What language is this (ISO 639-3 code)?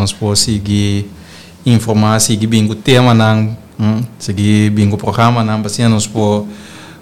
pap